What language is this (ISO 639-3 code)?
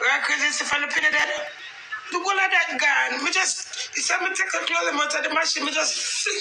jam